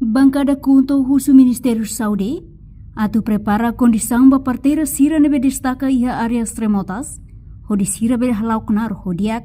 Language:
Tetum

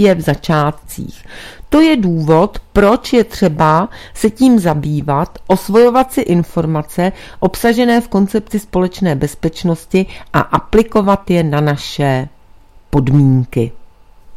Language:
Czech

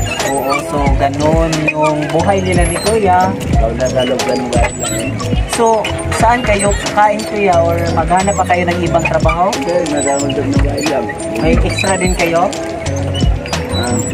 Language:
Filipino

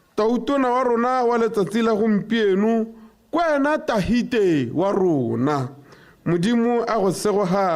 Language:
Tswana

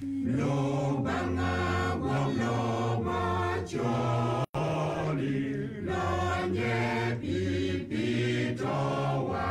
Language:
Acoli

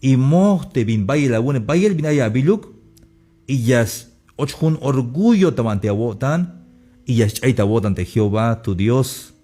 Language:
Tzeltal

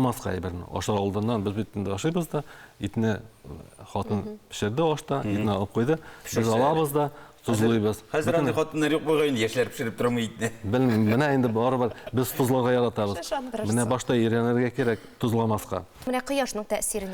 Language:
Tatar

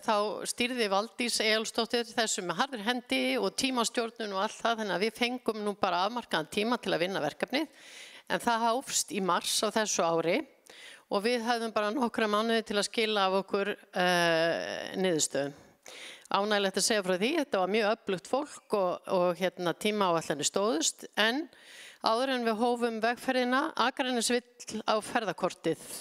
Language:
Icelandic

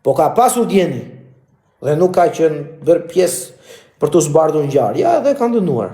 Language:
Albanian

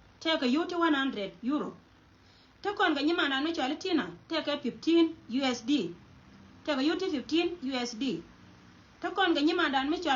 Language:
Nuer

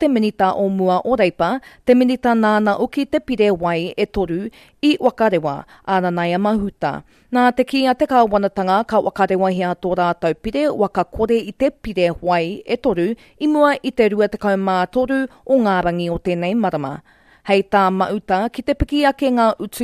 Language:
Māori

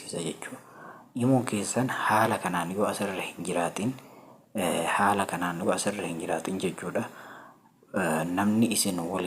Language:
Oromo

